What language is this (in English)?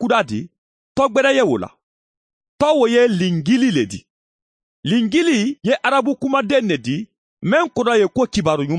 Mandingo